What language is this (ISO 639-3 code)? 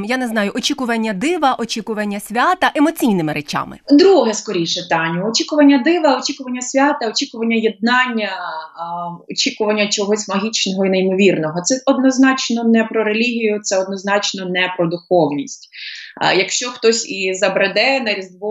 ukr